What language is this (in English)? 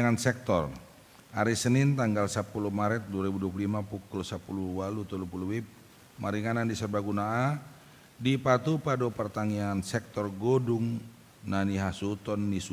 Batak Toba